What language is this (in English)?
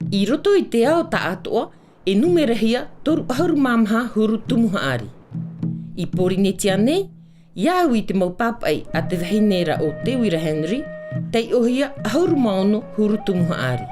Tahitian